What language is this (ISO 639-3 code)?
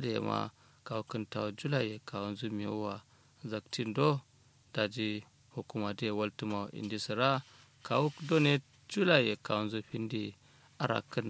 kau